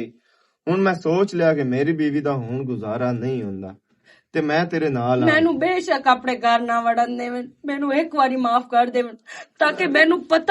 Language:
Western Panjabi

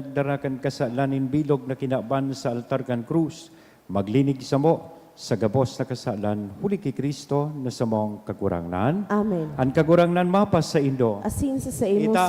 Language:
Bikol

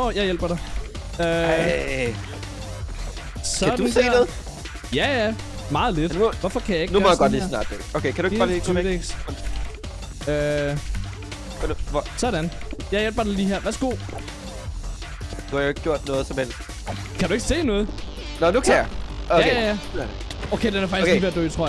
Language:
Danish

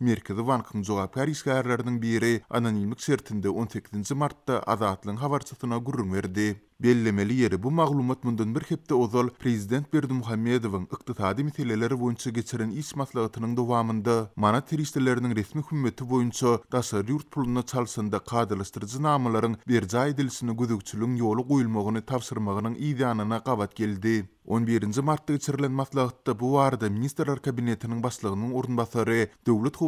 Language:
Turkmen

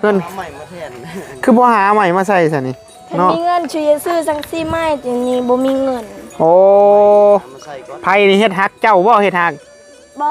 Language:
Northeastern Thai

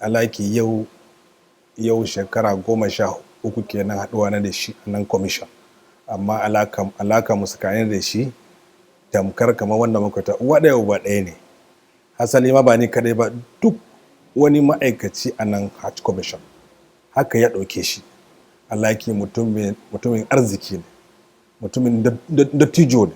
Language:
Hausa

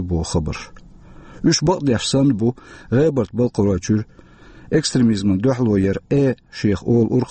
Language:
Chechen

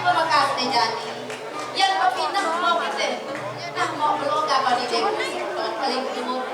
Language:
Balinese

